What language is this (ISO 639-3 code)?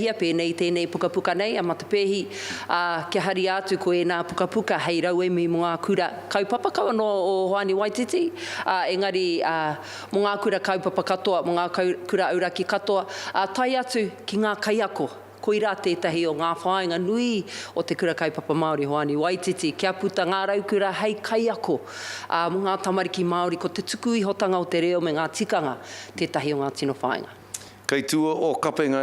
mri